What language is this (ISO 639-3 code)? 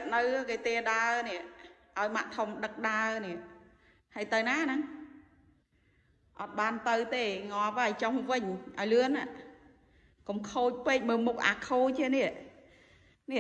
khm